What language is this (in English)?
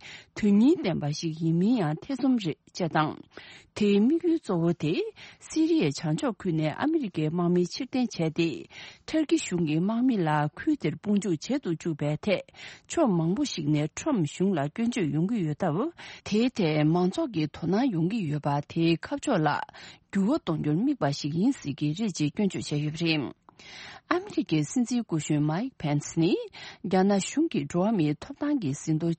Tibetan